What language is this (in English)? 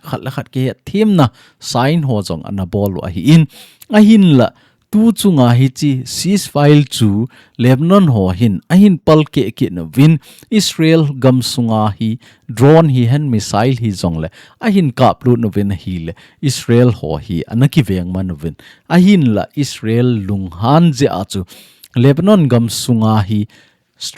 Thado Chin